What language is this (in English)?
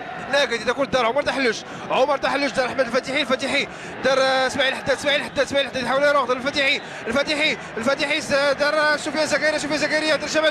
Moroccan Arabic